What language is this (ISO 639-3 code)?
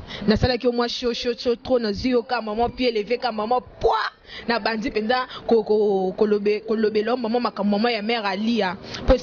lin